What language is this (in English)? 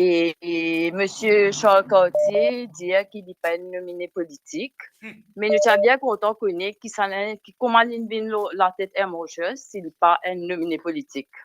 Morisyen